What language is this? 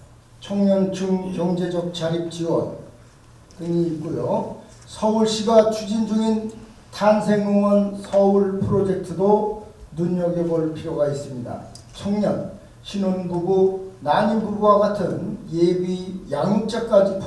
Korean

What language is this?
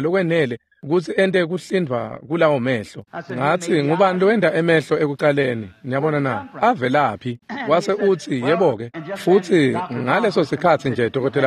Swati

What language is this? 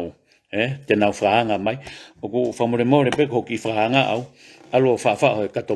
Tongan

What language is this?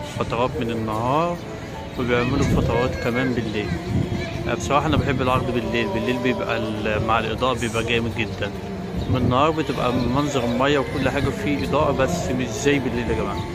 Egyptian Arabic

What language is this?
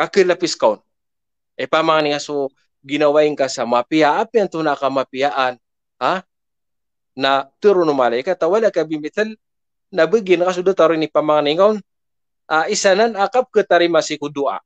Maranao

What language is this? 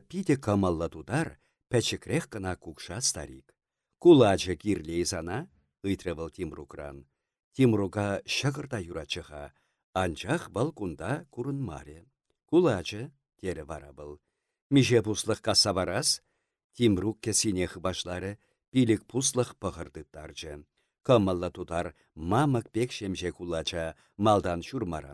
Chuvash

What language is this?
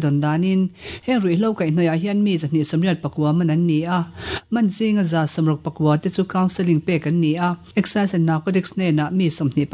Mizo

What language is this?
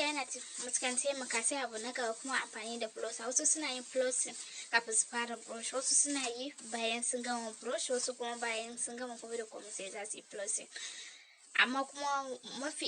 Hausa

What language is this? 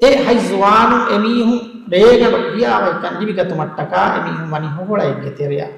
Divehi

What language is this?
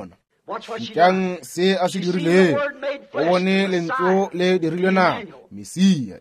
Northern Sotho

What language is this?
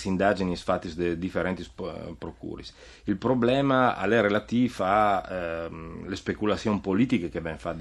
Friulian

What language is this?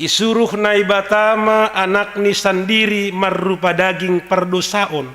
Batak Simalungun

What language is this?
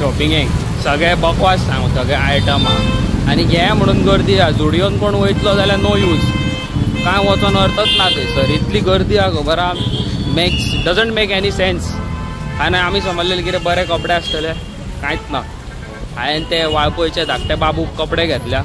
Konkani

